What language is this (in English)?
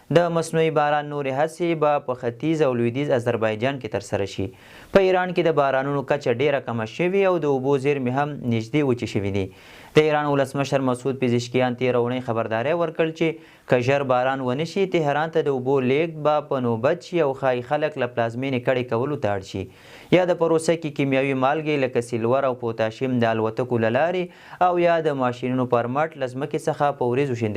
Pashto